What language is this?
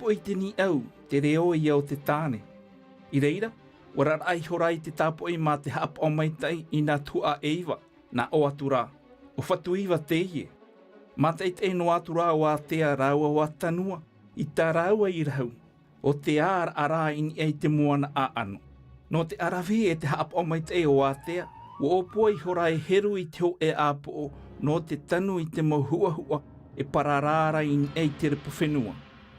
Tahitian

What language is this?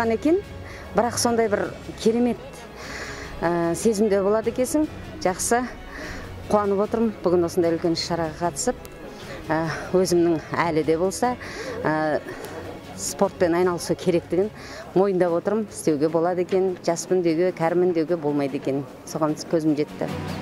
Kazakh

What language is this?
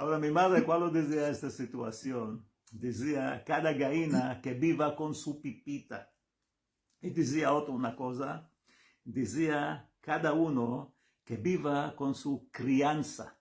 Ladino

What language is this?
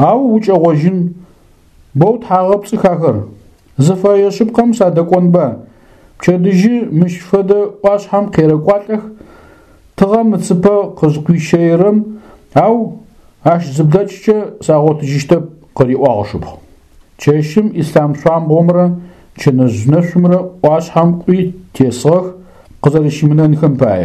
Adyghe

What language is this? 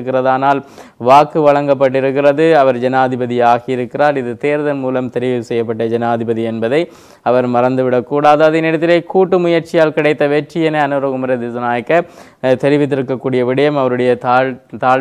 Tamil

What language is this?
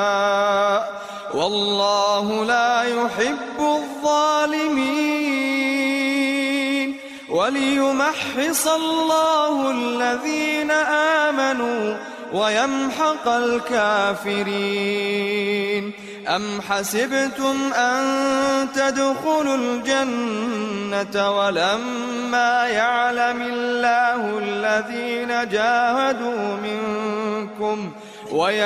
Arabic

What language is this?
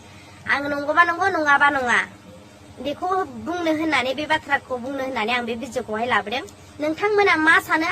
Bodo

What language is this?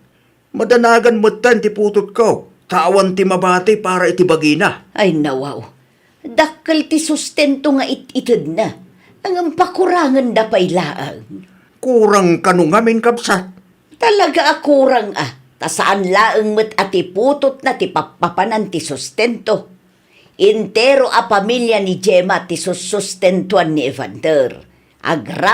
Iloko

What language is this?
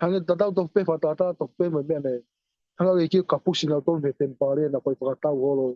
Tongan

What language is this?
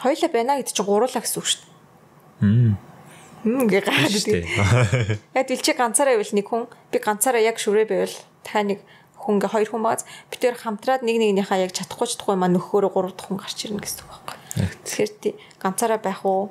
Mongolian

